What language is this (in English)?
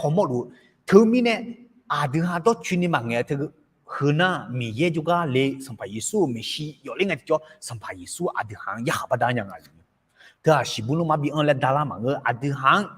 Akha